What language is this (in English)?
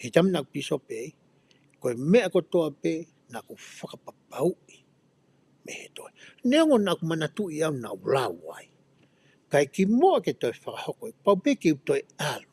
Tongan